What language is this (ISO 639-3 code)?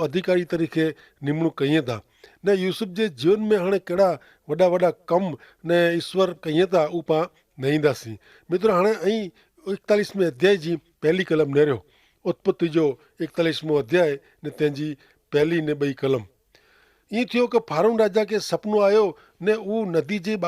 kfr